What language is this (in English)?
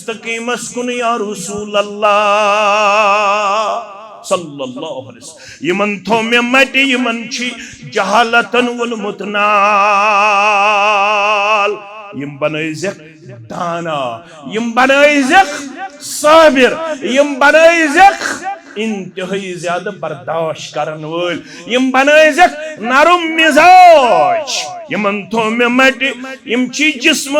Kashmiri